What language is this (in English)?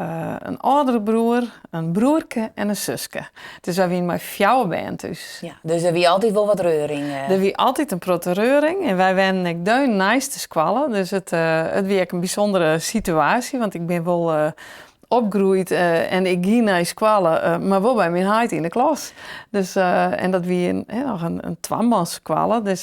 Western Frisian